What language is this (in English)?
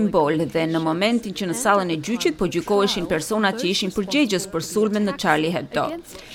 Albanian